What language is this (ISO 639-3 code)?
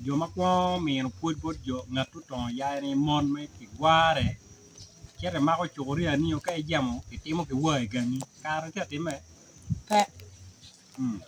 ach